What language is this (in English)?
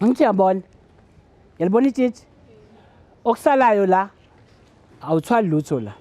Zulu